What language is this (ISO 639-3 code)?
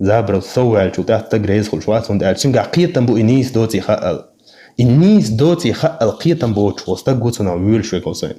che